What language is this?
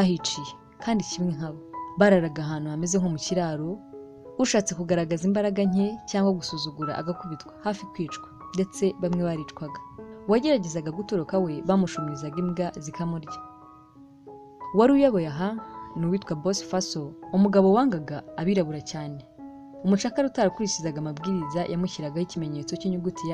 Kinyarwanda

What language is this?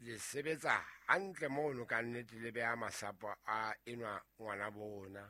Southern Sotho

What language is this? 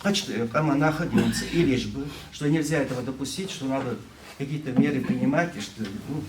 Ingush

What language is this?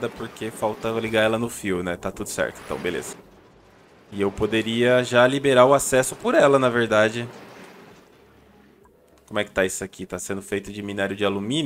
Portuguese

